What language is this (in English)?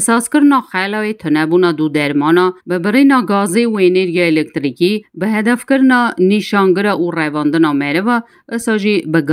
Kurdish